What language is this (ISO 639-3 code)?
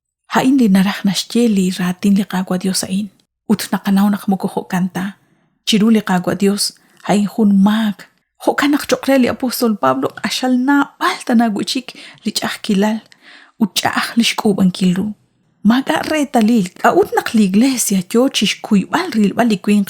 kek